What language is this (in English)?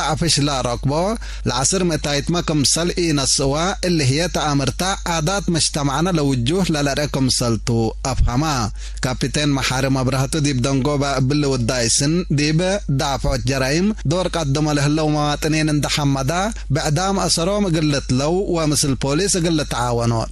Tigre